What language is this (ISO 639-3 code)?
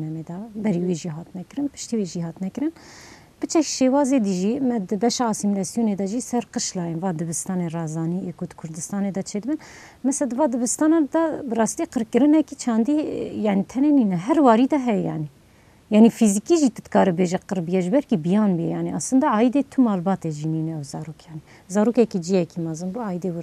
kur